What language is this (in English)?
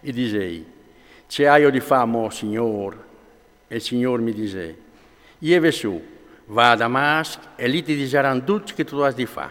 Friulian